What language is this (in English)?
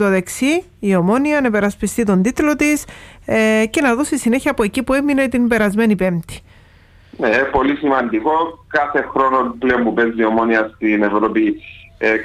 Greek